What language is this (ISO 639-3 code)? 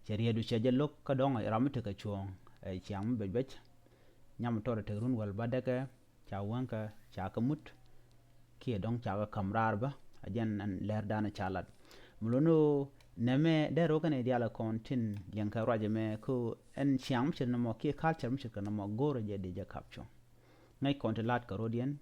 nus